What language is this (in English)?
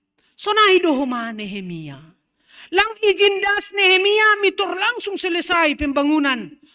Batak Simalungun